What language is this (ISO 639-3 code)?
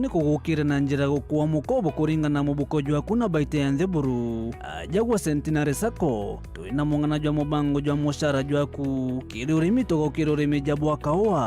mer